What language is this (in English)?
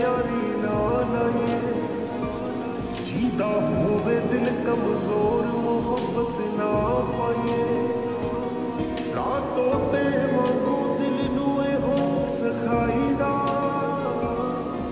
Punjabi